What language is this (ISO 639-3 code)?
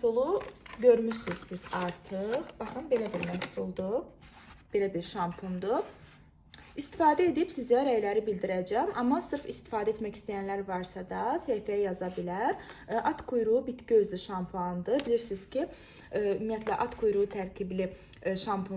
aze